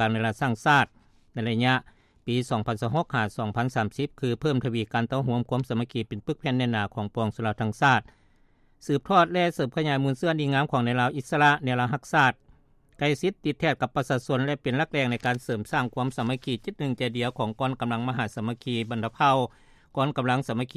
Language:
Lao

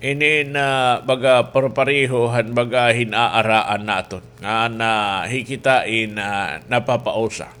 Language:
Waray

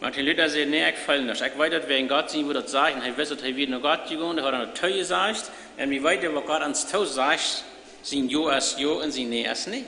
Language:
Plautdietsch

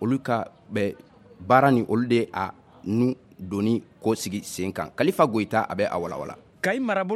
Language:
Bambara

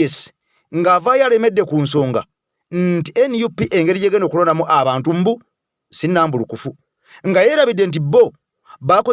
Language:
Ganda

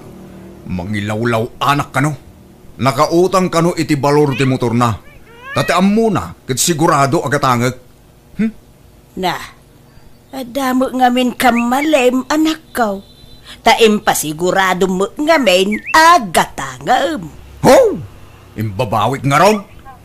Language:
Iloko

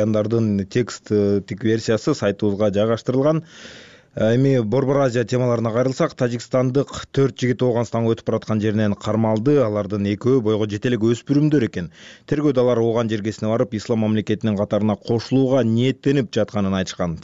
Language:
Kyrgyz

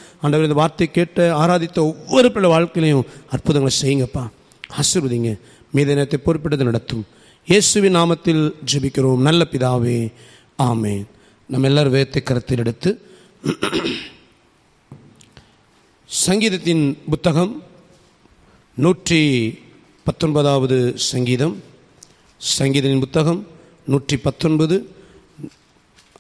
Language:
Tamil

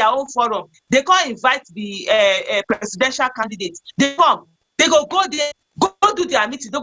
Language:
Nigerian Pidgin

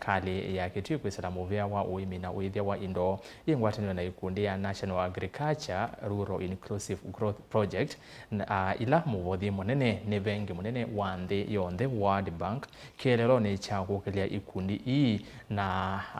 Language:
Kamba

